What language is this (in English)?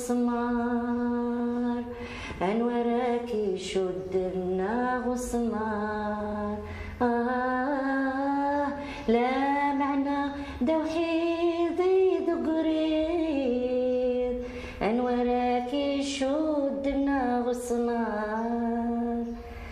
Kabyle